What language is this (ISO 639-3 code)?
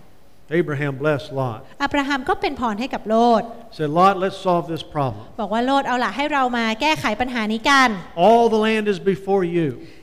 tha